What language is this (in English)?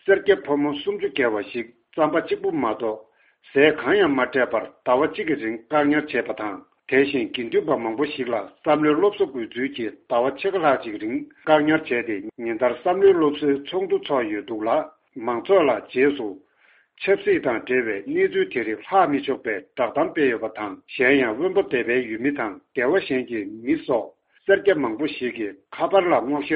Tibetan